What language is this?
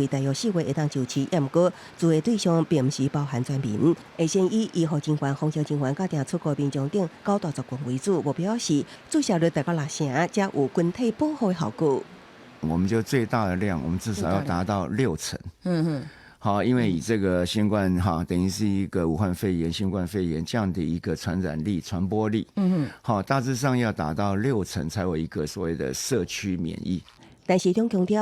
Min Nan Chinese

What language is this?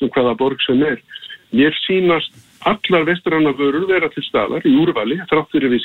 Icelandic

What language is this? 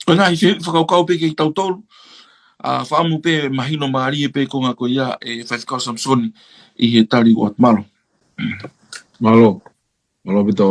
Tongan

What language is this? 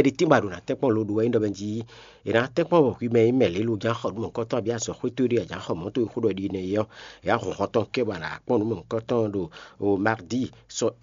Fon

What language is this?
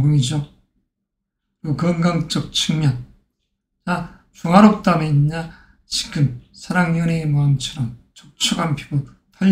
Korean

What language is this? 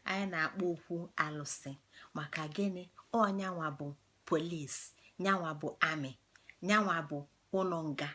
Igbo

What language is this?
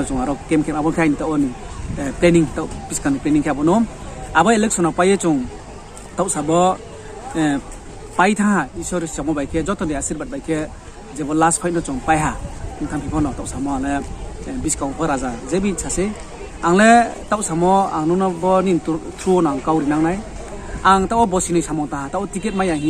Riang (India)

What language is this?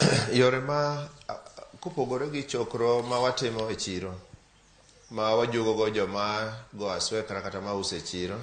Luo (Kenya and Tanzania)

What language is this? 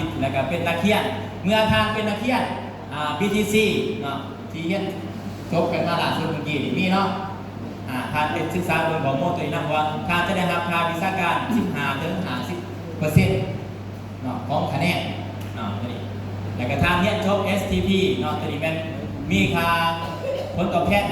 Northeastern Thai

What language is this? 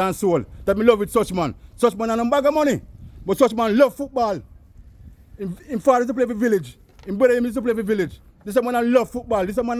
Jamaican Creole English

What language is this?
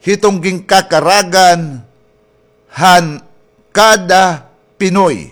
Waray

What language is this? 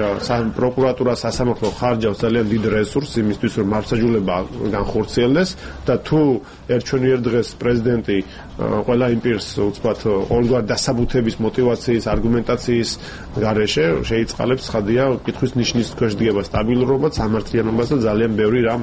Georgian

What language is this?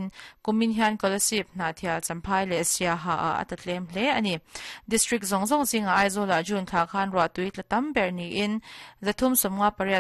Mizo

